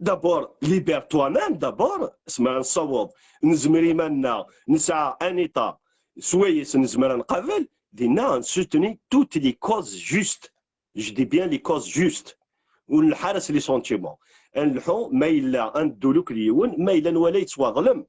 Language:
Kabyle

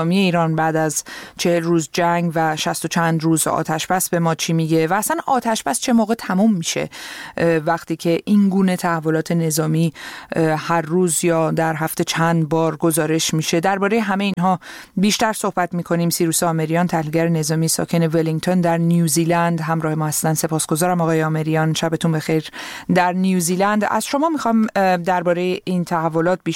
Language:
Persian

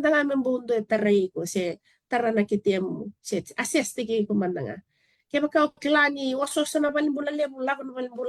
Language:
Fijian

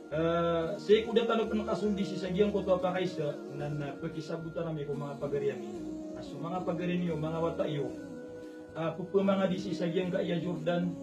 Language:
Maranao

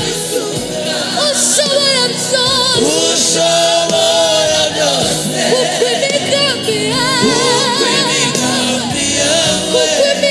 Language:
Kinyarwanda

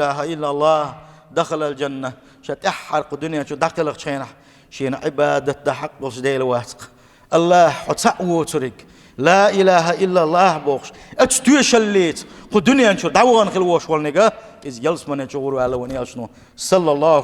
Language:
Chechen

